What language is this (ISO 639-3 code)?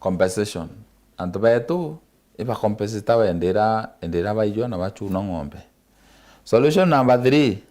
mer